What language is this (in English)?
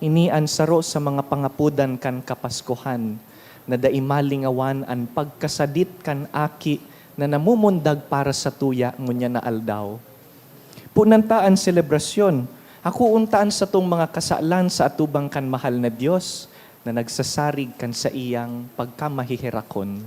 Bikol